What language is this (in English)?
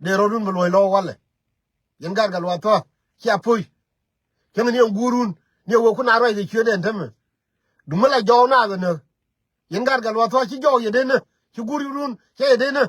Nuer